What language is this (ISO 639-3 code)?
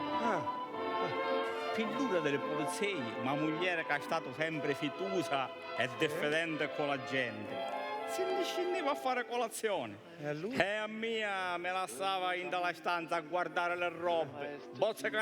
scn